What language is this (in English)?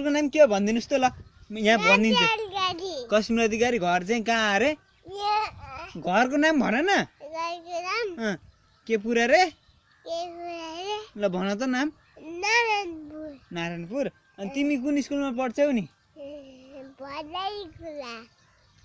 Nepali